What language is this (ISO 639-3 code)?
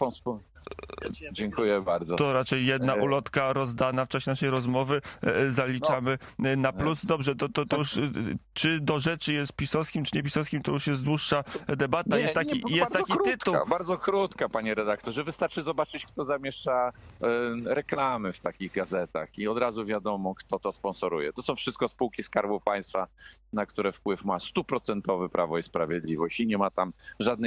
pol